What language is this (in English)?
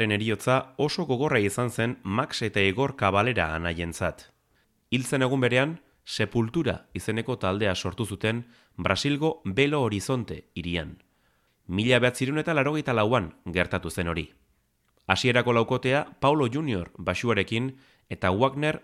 Basque